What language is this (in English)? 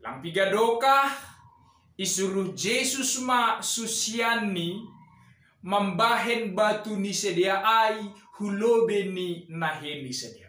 Batak Simalungun